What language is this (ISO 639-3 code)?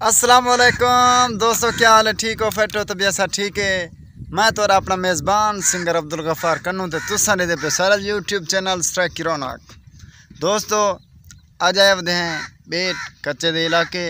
skr